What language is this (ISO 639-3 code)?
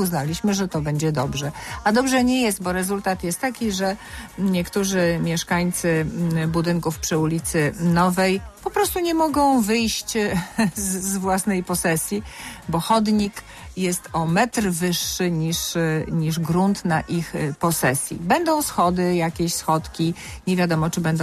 pol